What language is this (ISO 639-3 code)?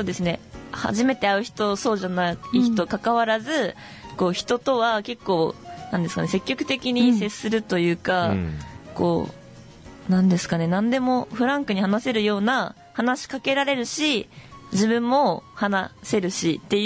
jpn